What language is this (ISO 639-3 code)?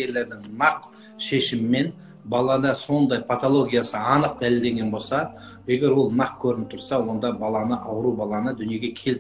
kaz